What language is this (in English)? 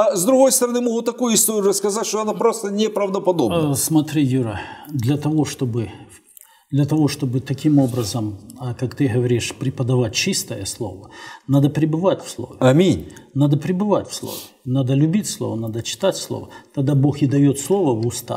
Russian